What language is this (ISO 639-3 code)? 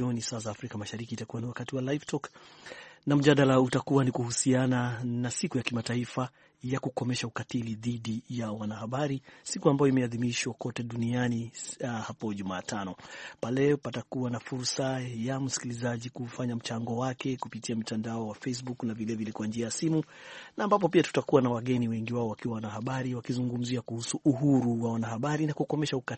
swa